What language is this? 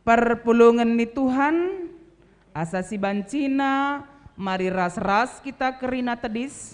Batak Karo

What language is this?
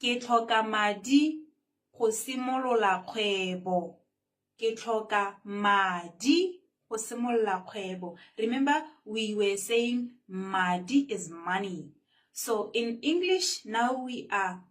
Tswana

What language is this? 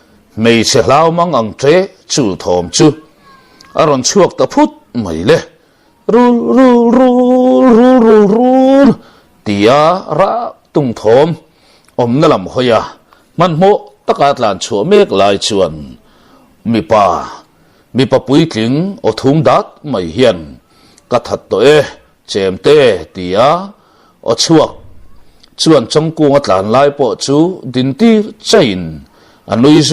Mizo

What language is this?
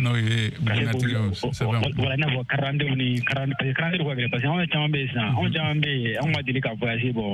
Bambara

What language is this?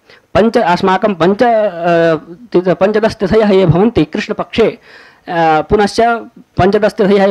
Sanskrit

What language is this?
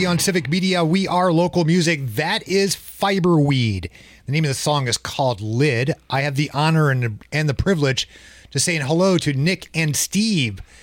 English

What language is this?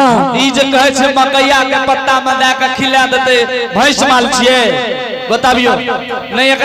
Angika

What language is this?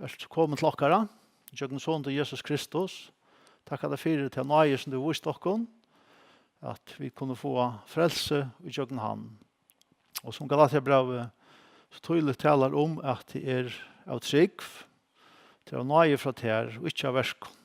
Faroese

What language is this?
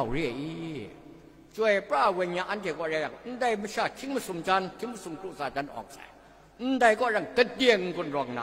Kachin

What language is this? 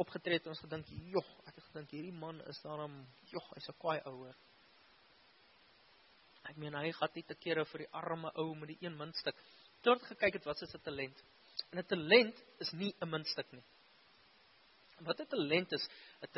Afrikaans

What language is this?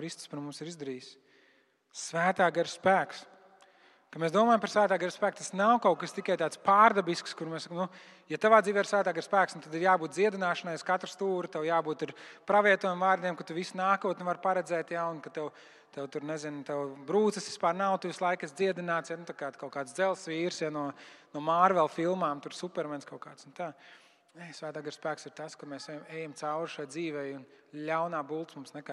Latvian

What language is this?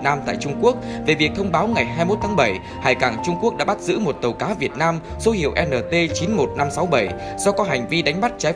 Vietnamese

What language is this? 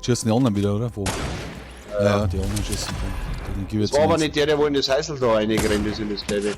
Bavarian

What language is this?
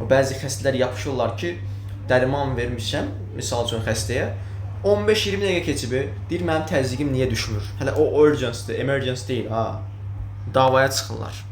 Azerbaijani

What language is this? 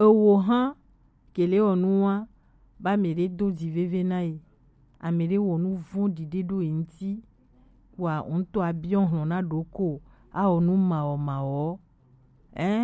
Gen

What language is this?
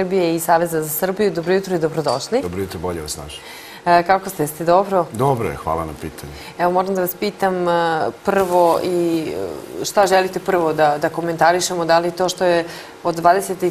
Serbian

